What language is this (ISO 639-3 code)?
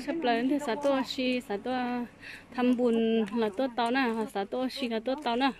hmn